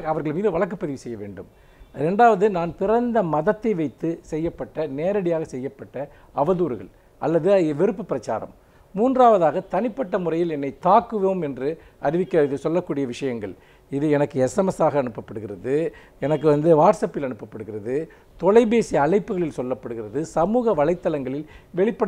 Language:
Tamil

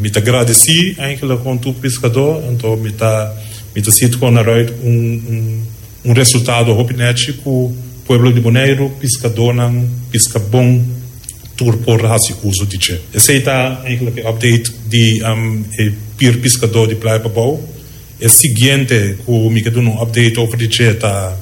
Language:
Papiamento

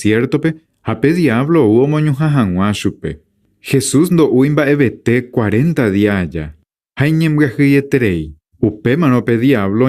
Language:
Guarani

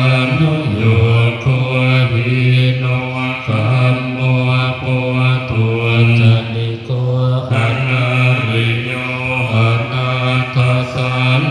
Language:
Pali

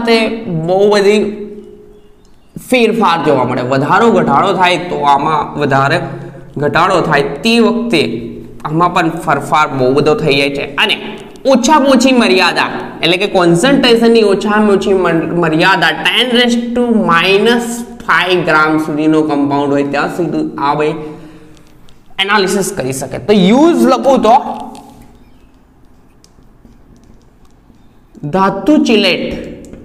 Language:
Gujarati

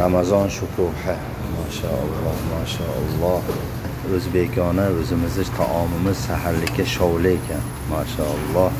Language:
Uzbek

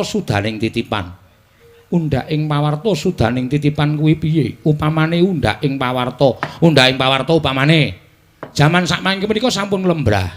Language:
Javanese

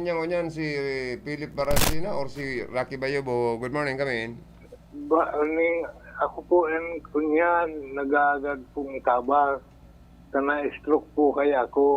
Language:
Bikol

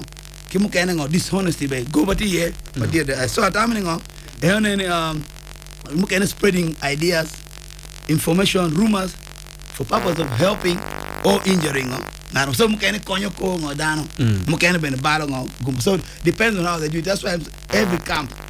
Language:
Acoli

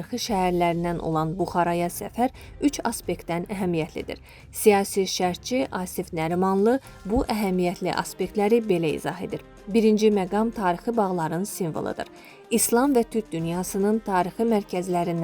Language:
Azerbaijani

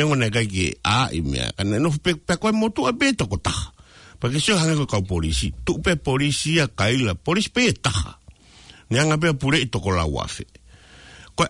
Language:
Tongan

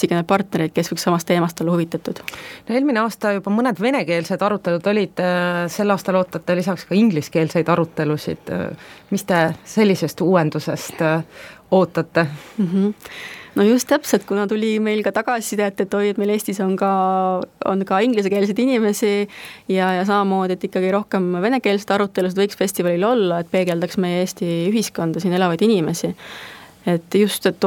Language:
Estonian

